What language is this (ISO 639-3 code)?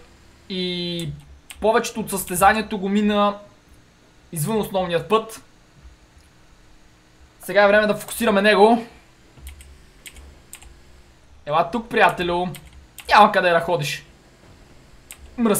bul